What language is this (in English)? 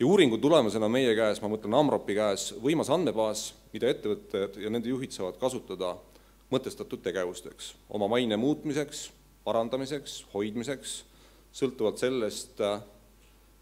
Estonian